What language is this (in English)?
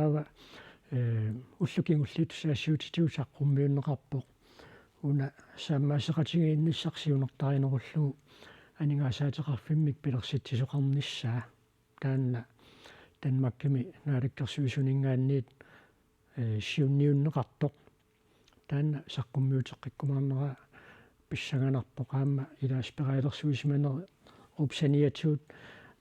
Kalaallisut